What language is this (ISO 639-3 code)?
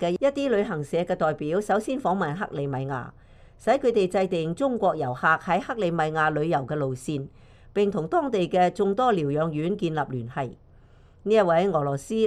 yue